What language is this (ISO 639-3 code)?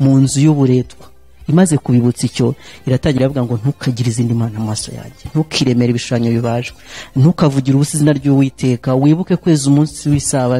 kin